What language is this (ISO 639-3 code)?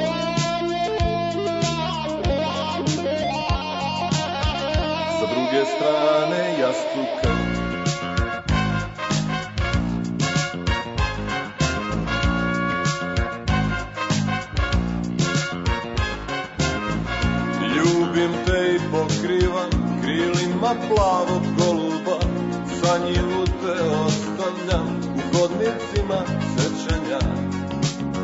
srp